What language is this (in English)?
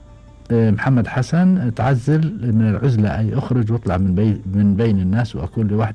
Gulf Arabic